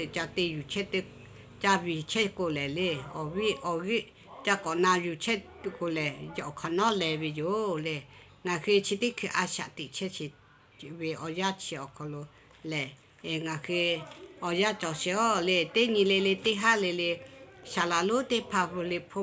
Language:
Lahu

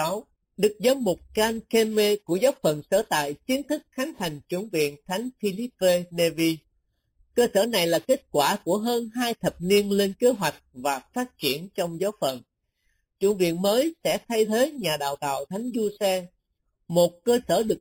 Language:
Vietnamese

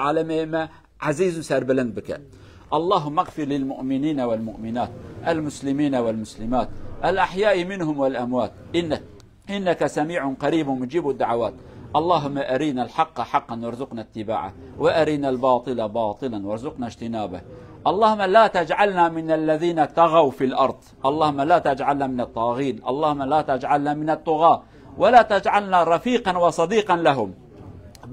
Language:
Kurdish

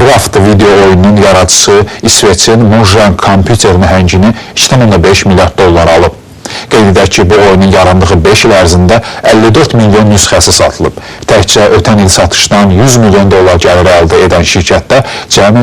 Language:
Azerbaijani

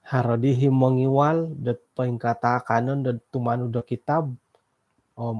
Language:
Central Dusun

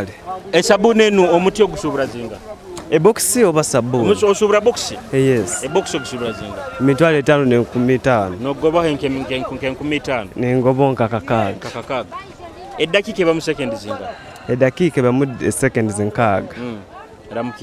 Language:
Nyoro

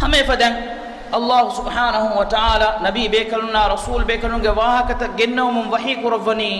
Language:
Divehi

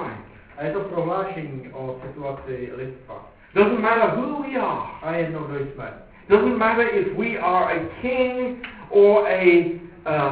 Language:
Czech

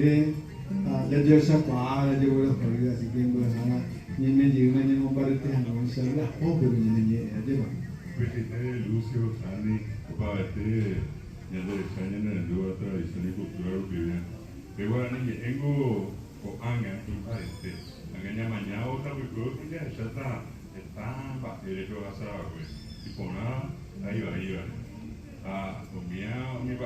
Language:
Guarani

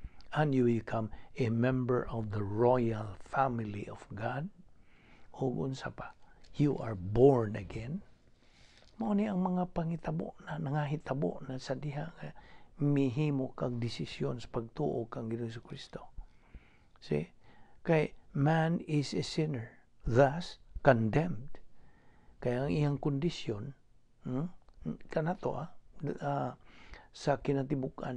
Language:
Cebuano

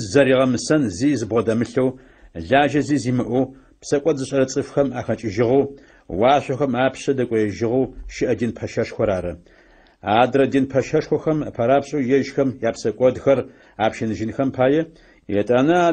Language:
Adyghe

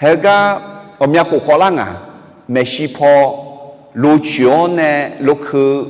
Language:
Akha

